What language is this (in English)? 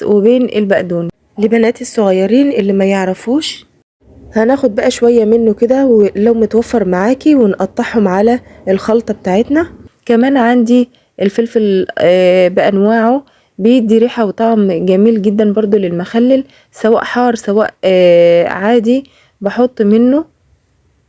Egyptian Arabic